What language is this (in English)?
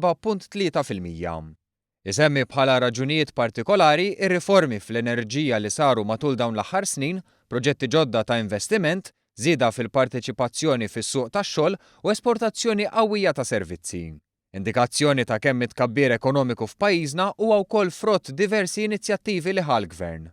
Maltese